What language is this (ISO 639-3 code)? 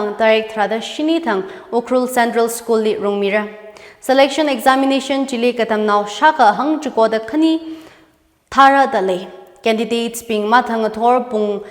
nmf